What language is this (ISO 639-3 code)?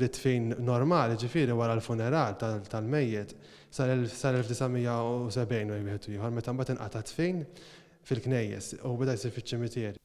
mlt